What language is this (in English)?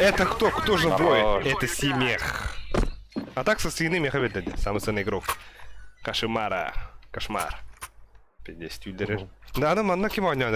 Yakut